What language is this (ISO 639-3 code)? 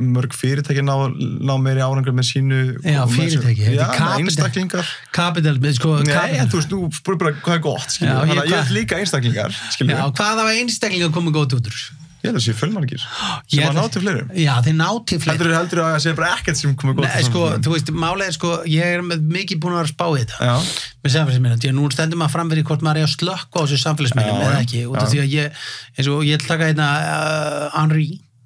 isl